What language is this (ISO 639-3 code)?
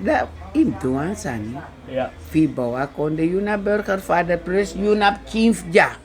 srn